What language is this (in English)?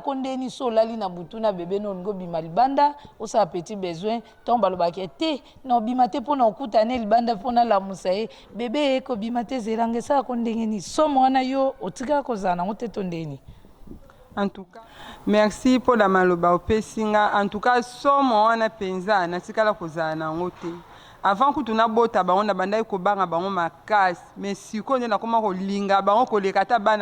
Lingala